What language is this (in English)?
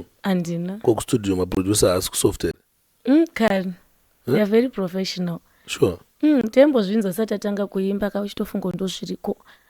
Shona